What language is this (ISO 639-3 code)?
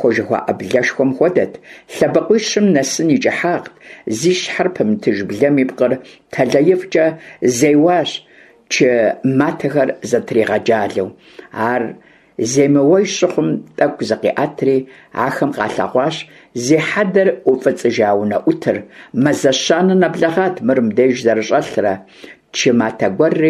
kbd